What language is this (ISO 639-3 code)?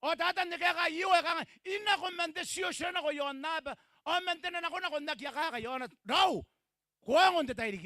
gil